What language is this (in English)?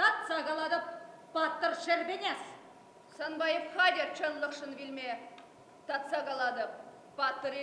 Chuvash